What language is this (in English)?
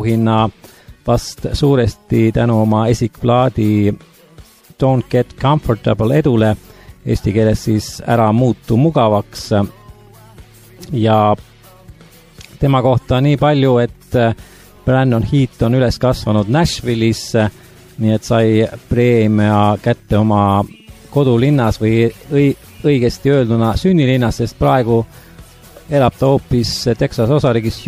Estonian